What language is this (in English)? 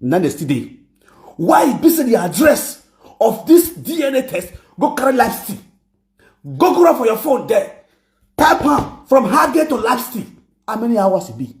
Nigerian Pidgin